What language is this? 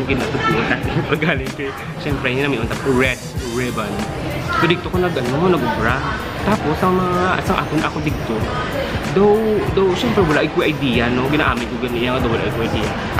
Hiligaynon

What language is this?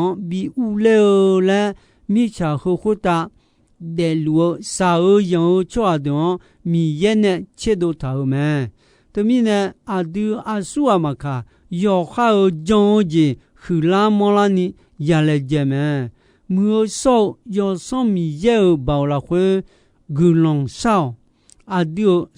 Akha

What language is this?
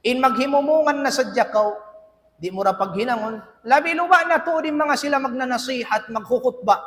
Tausug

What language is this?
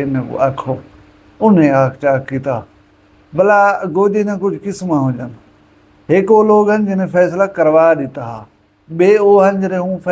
Saraiki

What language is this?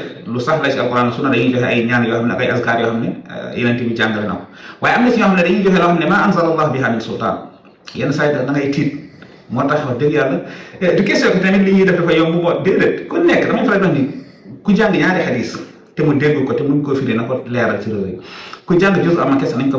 Wolof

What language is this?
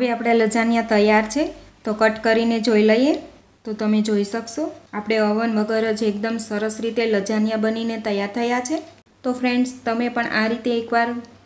Gujarati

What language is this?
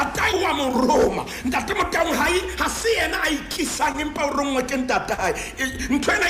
Southern Sotho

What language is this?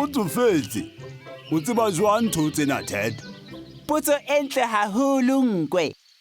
Southern Sotho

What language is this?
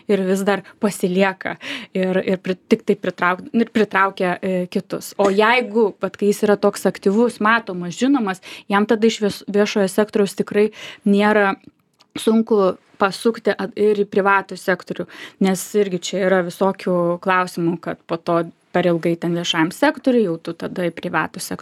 Lithuanian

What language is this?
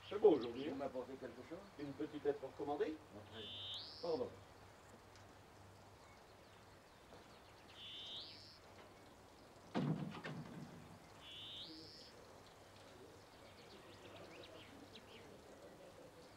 French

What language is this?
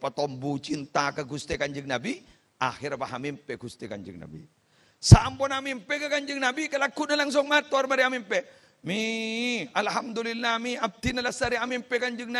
Madurese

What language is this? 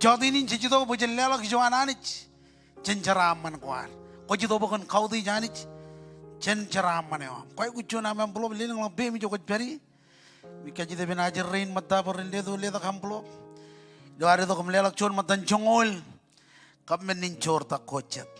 Marshallese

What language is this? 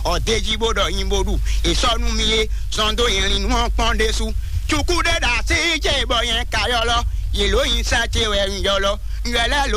Fon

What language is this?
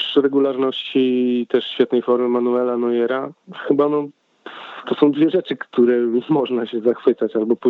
Polish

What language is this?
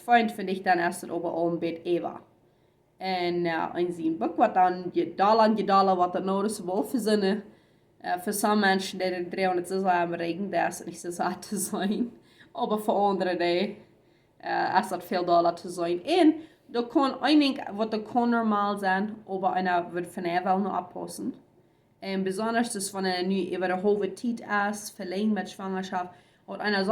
Plautdietsch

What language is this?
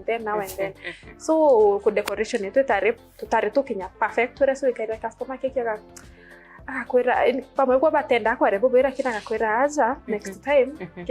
Meru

